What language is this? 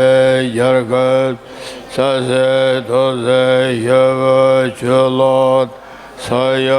Tibetan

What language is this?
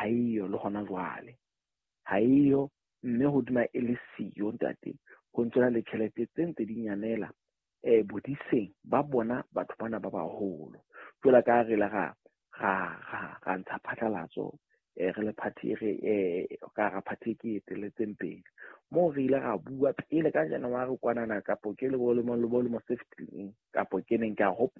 Southern Sotho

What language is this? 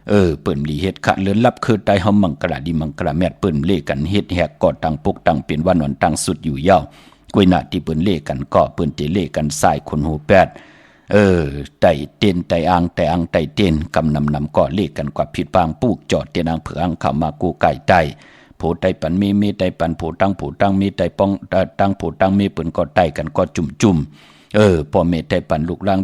Shan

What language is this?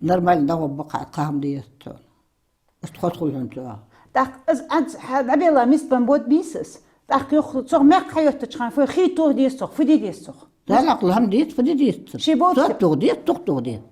Ingush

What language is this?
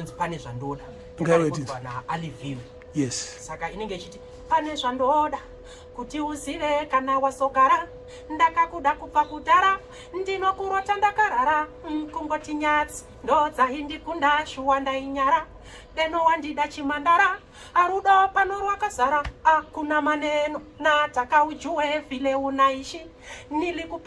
Shona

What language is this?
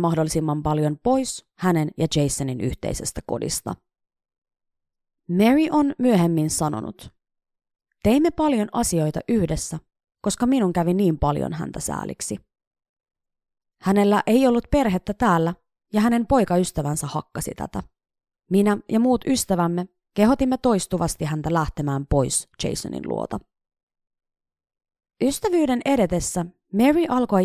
Finnish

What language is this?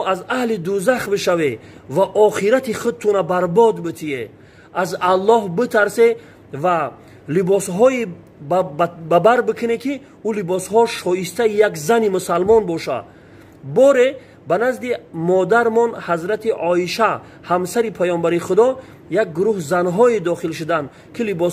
Tajik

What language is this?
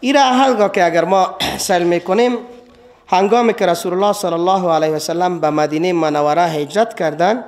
Persian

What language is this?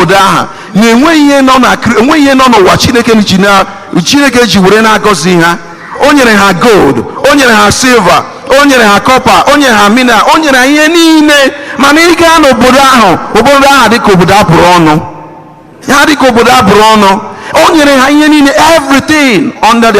Igbo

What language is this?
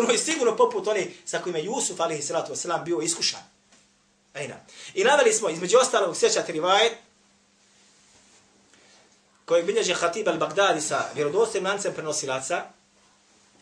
Bosnian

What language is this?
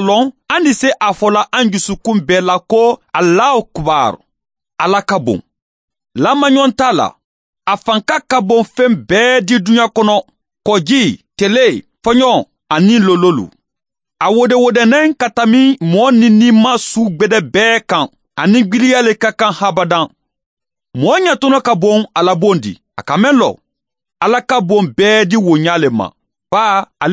Mandingo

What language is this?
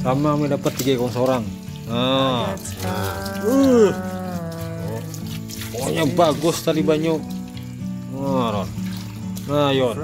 Banjar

